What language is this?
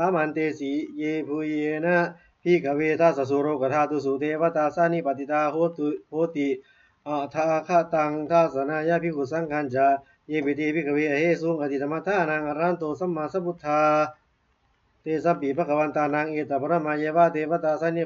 Pali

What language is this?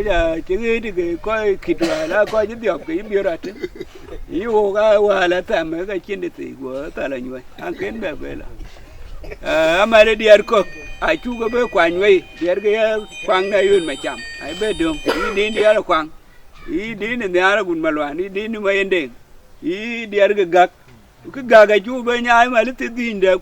Dinka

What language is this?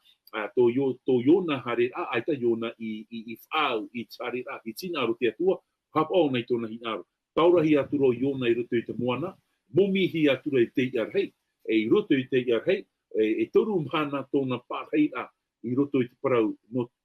Tahitian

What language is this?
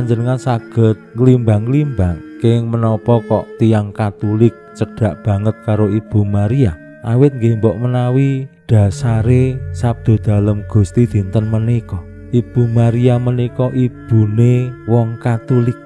Javanese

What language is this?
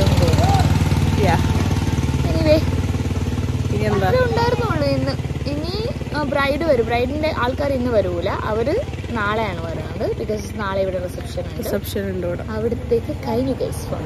Malayalam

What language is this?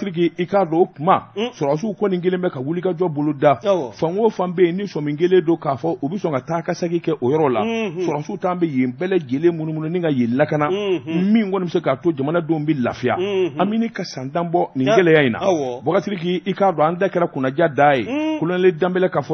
Bambara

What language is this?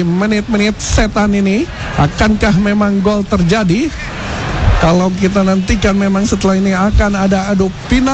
Indonesian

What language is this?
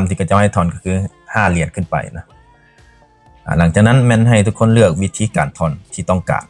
Lao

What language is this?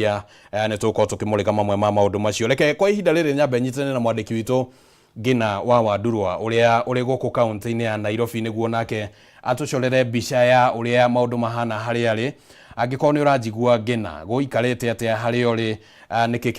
Kikuyu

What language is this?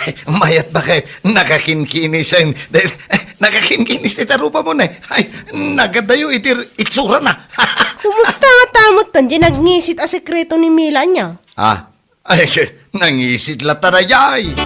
Iloko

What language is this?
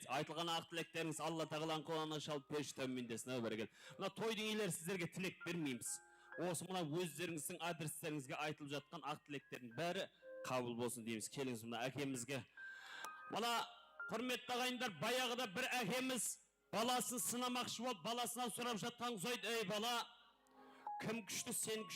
Kara-Kalpak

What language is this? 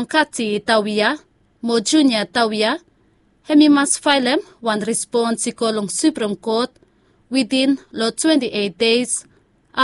Bislama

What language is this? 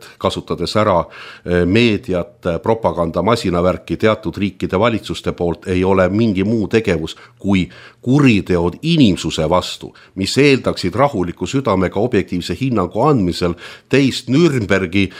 Estonian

